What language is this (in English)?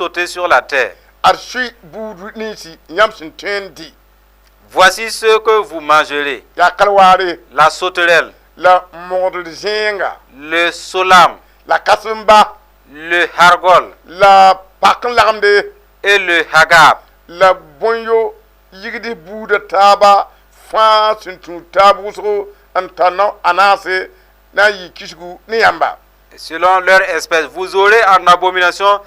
Mossi